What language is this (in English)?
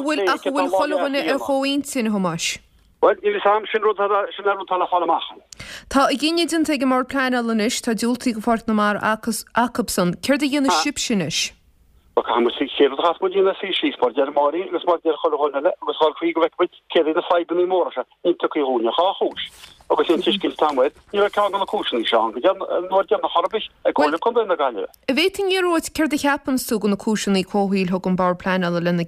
Irish